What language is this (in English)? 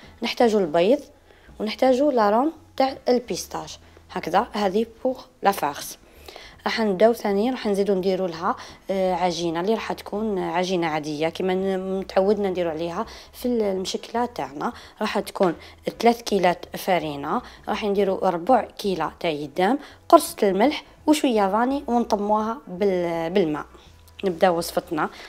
Algerian Arabic